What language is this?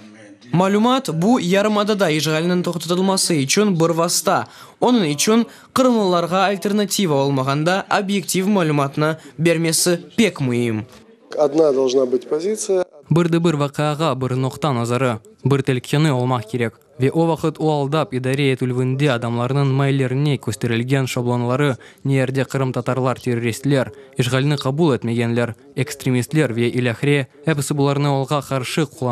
Crimean Tatar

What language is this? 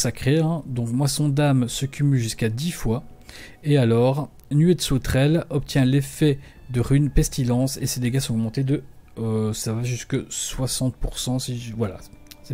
French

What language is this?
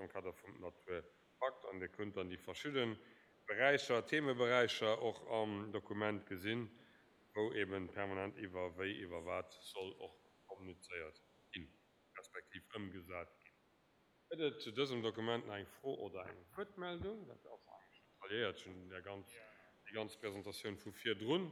Luxembourgish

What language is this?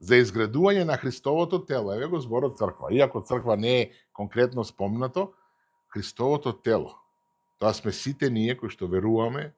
Macedonian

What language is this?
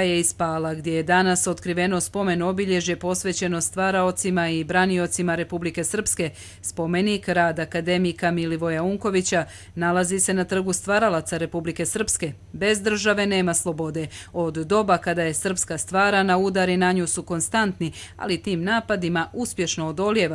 Croatian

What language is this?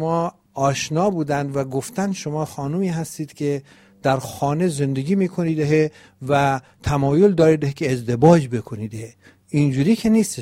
Persian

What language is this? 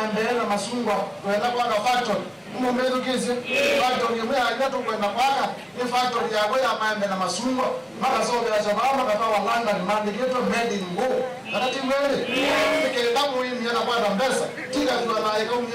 Kamba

